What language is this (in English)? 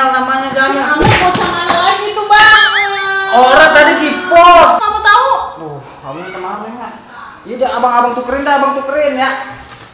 Betawi